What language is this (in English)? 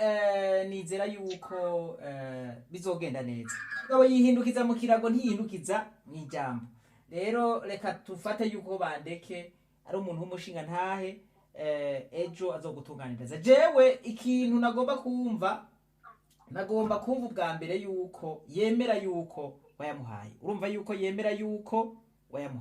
Rundi